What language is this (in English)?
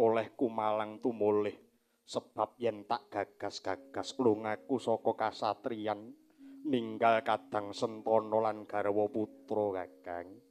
Javanese